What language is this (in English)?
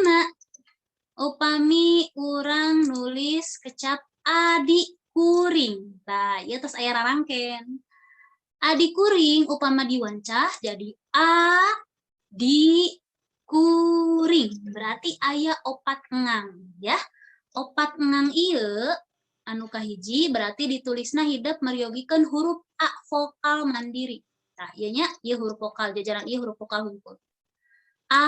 Sundanese